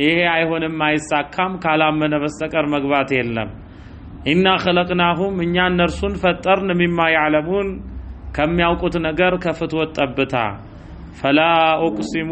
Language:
Amharic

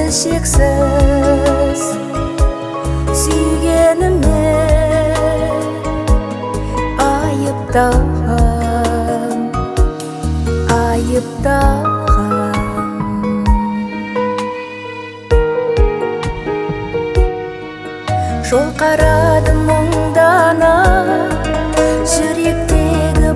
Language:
Kazakh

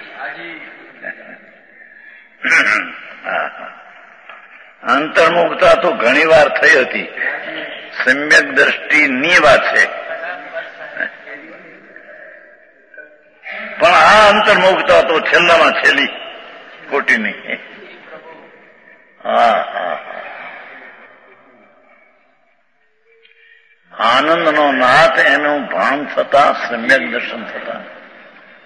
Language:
Gujarati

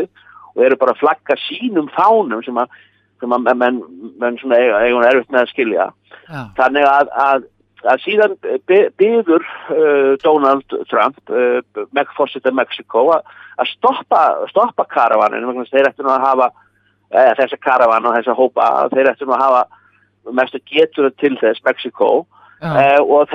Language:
Icelandic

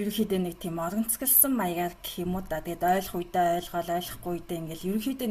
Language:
Mongolian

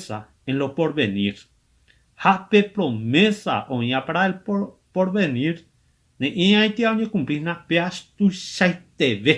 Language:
Guarani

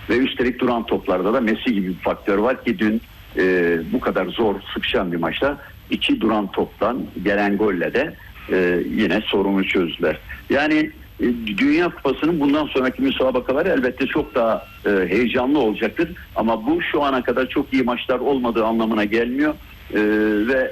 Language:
Turkish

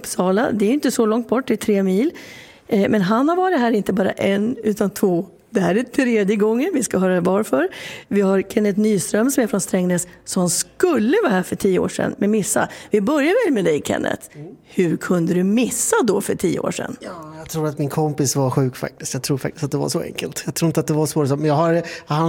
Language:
Swedish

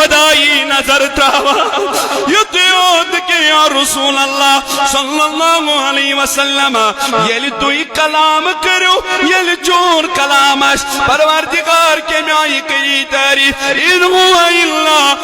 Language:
Kashmiri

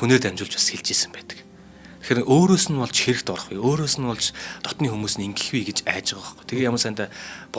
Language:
Mongolian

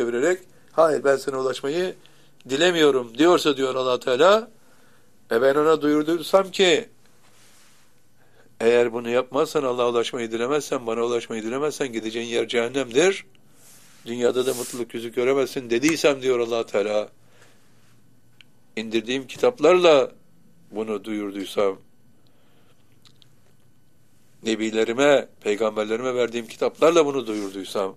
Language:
Turkish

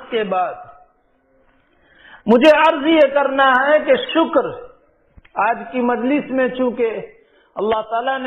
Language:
Urdu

